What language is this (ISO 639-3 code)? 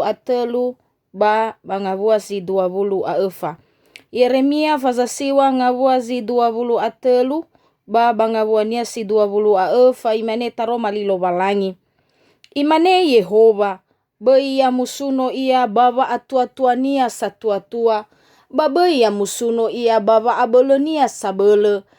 nia